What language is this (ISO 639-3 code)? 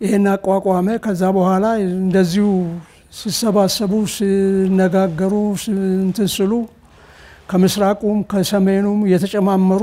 amh